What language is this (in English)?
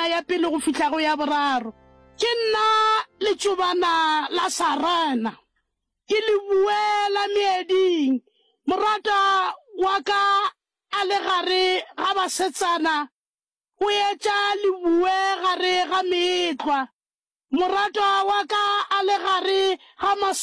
Northern Sotho